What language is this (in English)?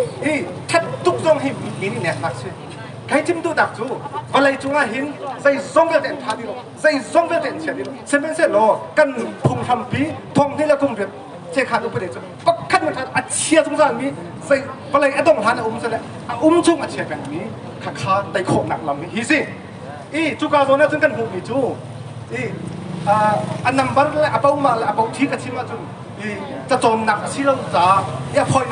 Hakha Chin